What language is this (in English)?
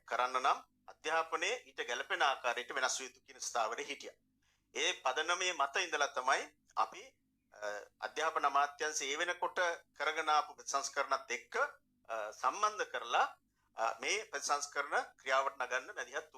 Sinhala